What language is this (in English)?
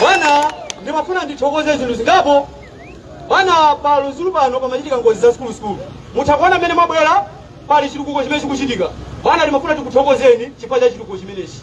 Nyanja